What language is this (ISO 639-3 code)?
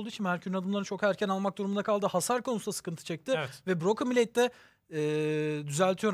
tur